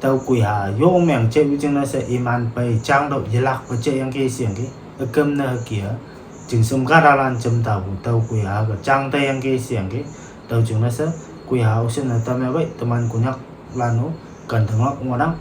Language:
Konyak Naga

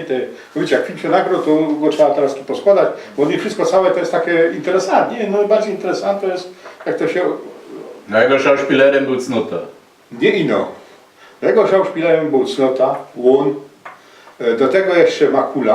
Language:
Silesian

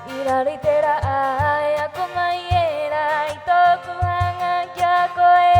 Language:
Rapanui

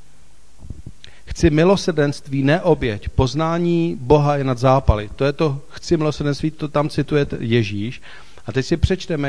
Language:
Czech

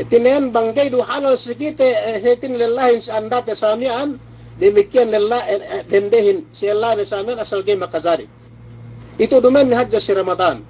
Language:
Yakan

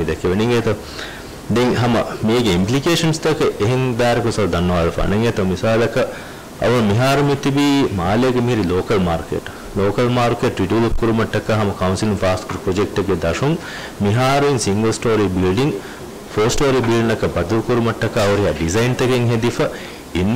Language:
Divehi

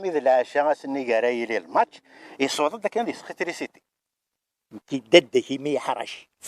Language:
Kabyle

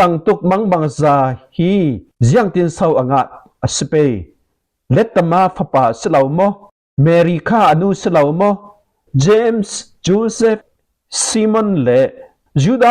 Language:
Falam Chin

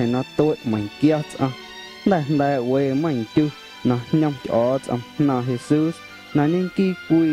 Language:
Guerrero Amuzgo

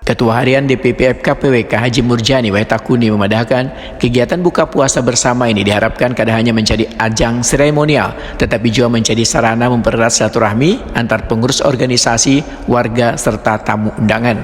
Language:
Banjar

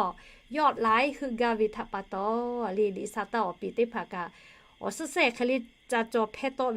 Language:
Lahu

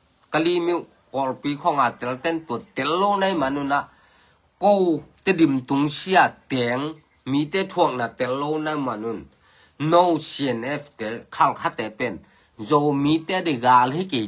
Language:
Tedim Chin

